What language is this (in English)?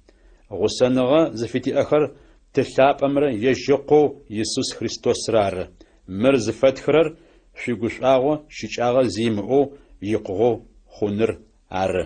Adyghe